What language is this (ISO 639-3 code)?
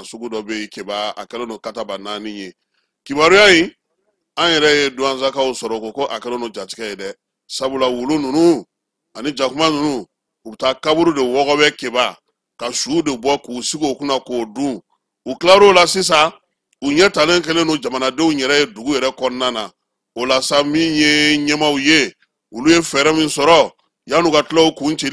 bam